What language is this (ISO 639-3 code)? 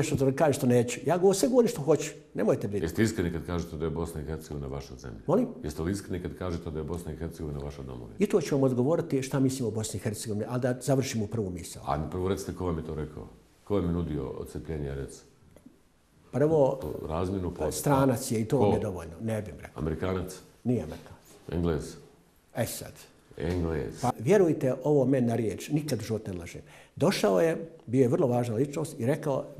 bos